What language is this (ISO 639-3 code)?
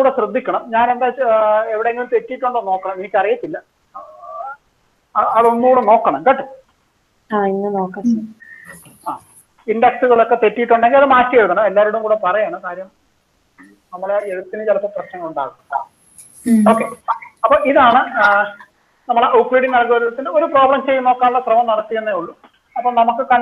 mal